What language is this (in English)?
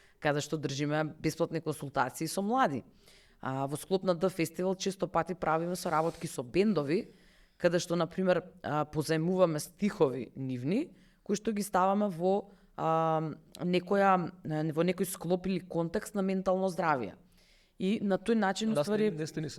Macedonian